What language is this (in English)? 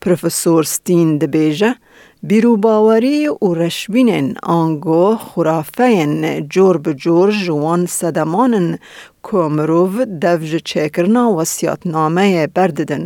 Kurdish